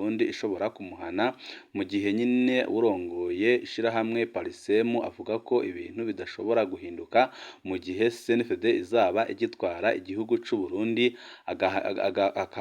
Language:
Rundi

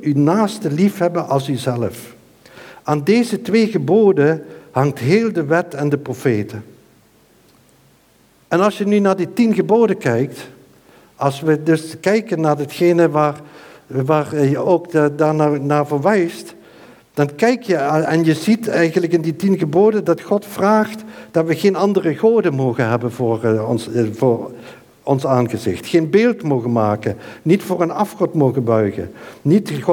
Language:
Dutch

